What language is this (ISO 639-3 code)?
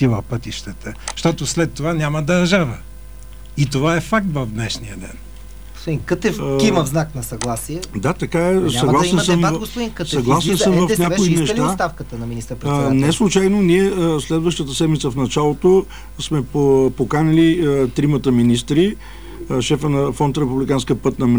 bul